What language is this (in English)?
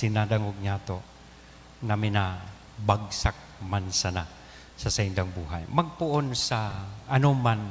Bikol